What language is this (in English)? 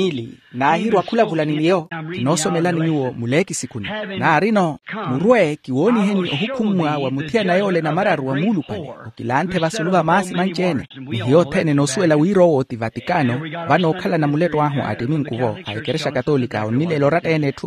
Makhuwa